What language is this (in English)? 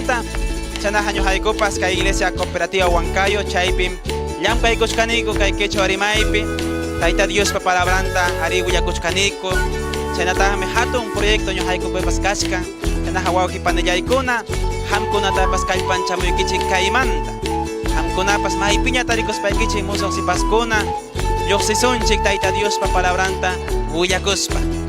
Ayacucho Quechua